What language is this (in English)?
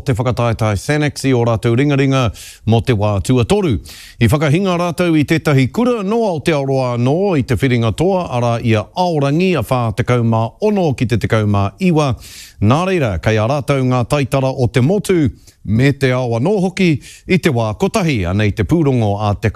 Māori